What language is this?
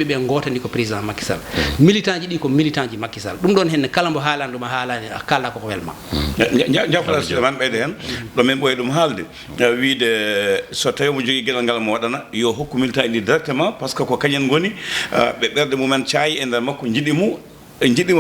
Fula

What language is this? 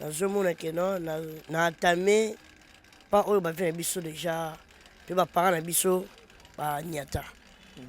Lingala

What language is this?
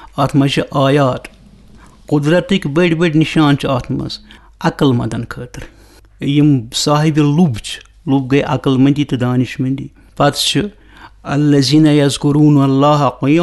Kashmiri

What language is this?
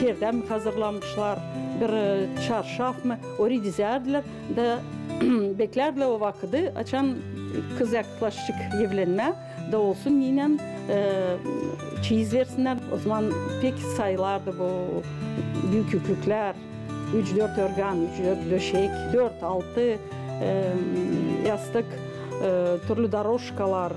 Gagauz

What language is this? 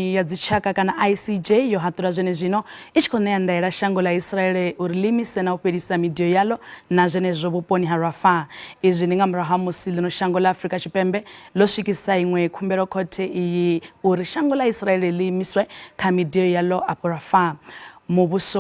Venda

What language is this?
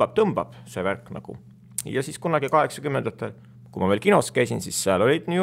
Estonian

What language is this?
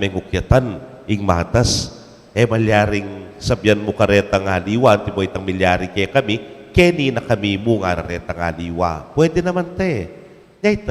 Pampanga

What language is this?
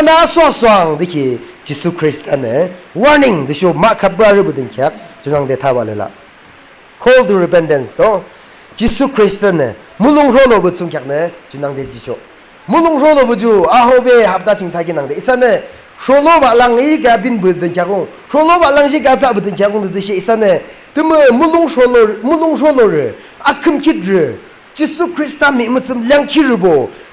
Yimchungru Naga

